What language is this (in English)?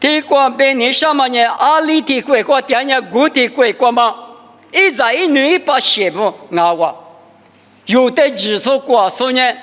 Lisu